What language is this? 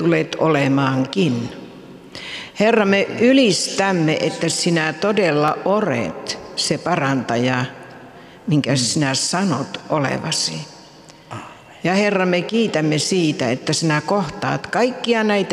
Finnish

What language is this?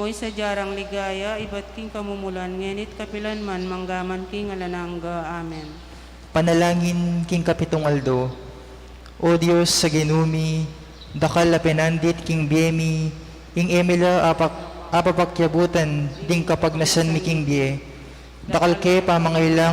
Pampanga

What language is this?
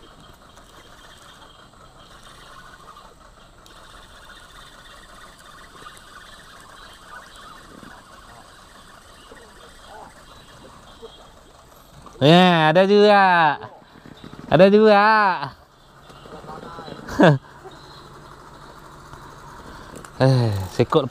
Malay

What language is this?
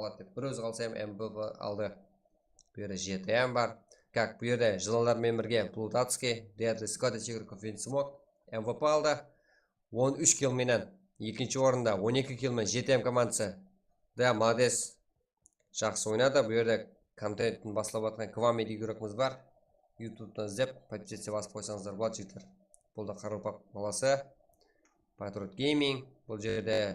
Kara-Kalpak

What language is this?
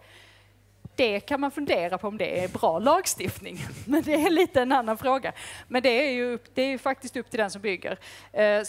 Swedish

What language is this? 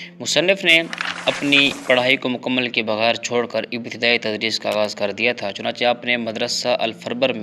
Urdu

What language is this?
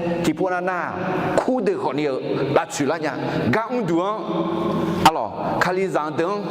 Akha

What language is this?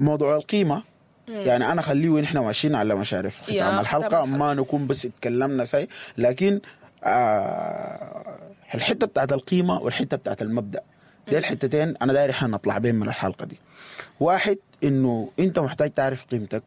Sudanese Arabic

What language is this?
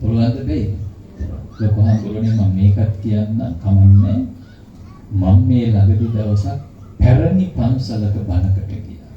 Sinhala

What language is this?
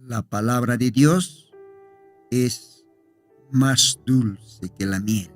Aymara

